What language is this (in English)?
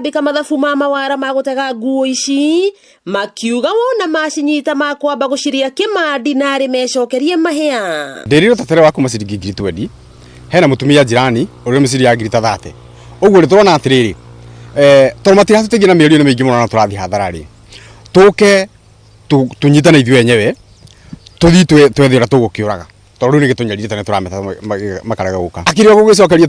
Kikuyu